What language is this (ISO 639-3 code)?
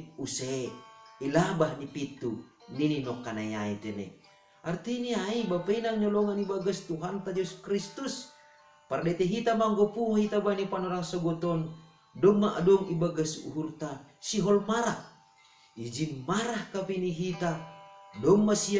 bts